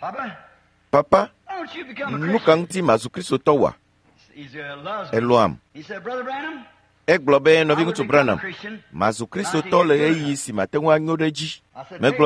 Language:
Ewe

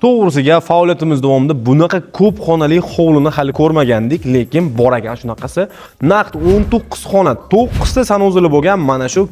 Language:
Uzbek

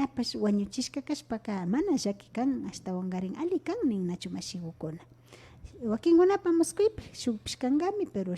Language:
Imbabura Highland Quichua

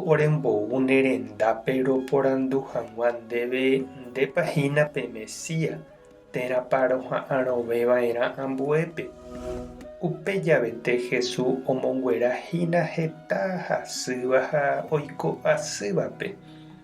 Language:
Guarani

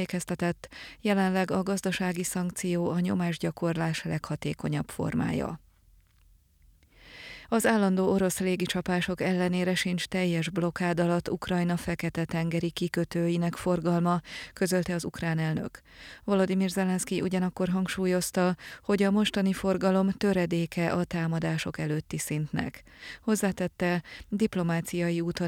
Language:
Hungarian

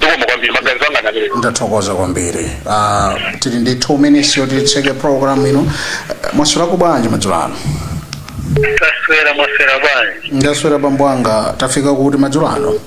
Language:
Nyanja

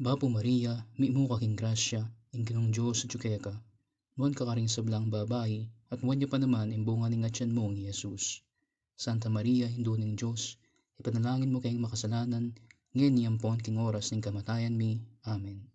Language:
Pampanga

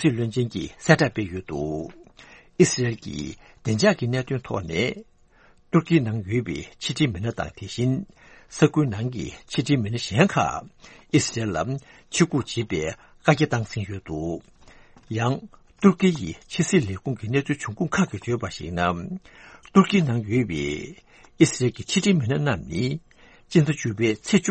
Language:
Tibetan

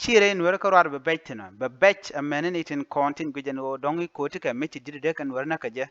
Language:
Nuer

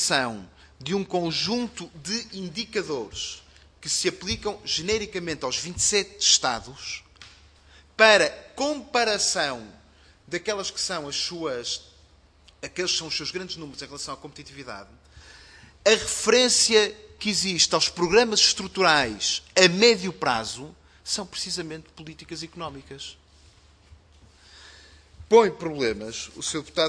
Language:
Portuguese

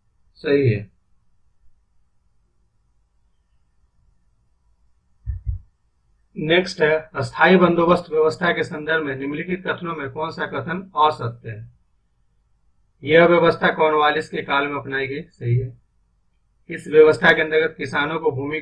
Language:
Hindi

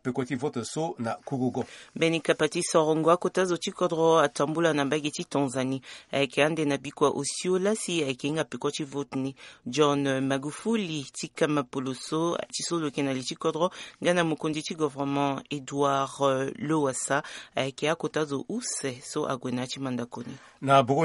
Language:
Sango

